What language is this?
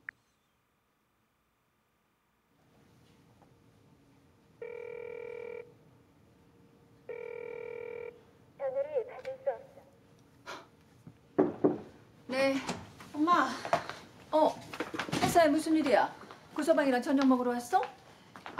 Korean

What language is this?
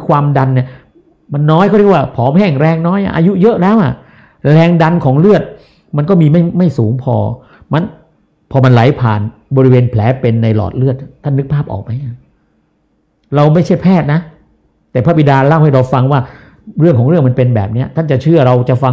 Thai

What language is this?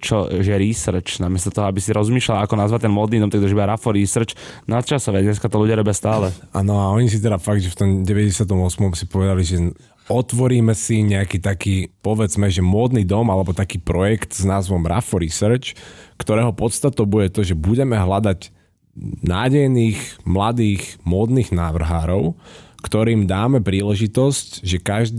Slovak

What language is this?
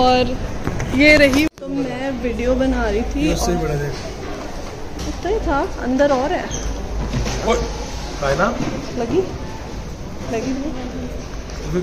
Hindi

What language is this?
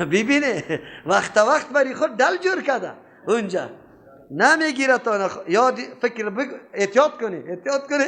Persian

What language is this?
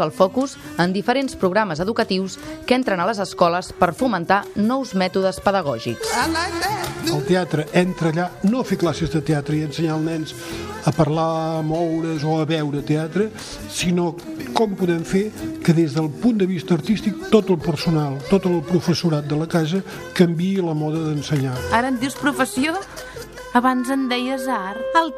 Catalan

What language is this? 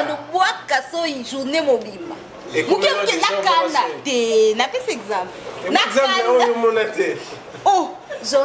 Lingala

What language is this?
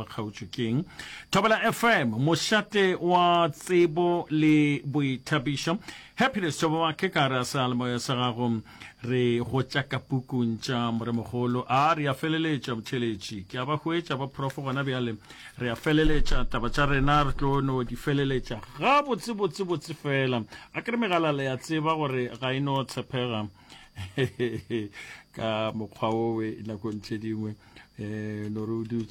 Northern Sotho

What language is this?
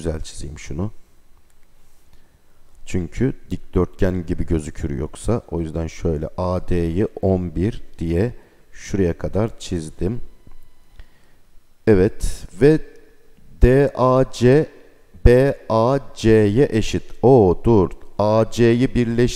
Turkish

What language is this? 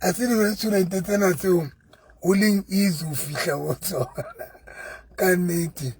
Southern Sotho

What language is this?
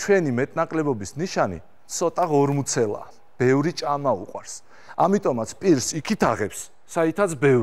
Georgian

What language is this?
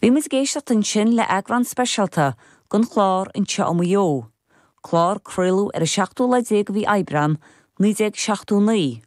Irish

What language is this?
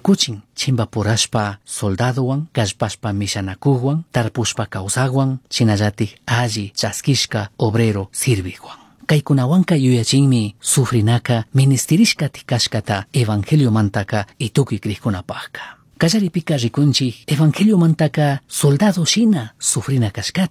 Chimborazo Highland Quichua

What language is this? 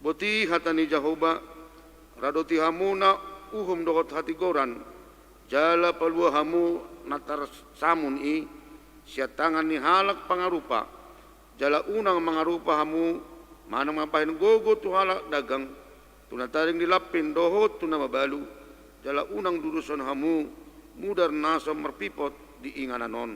Batak Toba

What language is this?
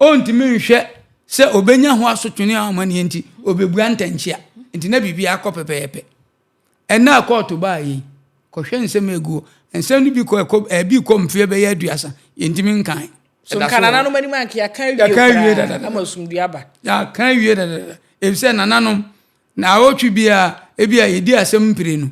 Akan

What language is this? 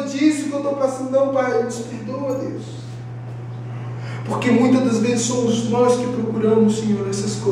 Portuguese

